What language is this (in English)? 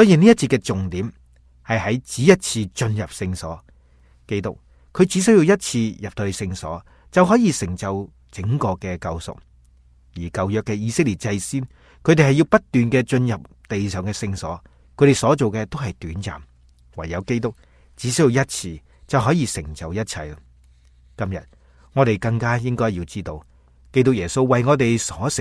Cantonese